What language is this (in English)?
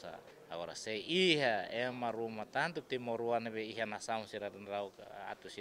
Tetum